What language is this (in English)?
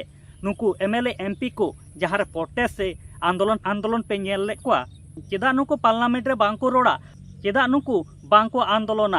Santali